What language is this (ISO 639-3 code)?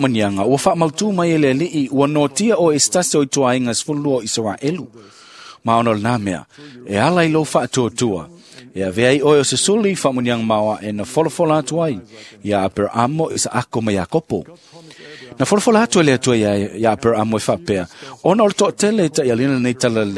smo